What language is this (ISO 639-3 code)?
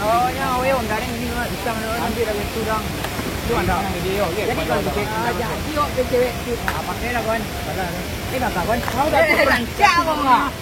min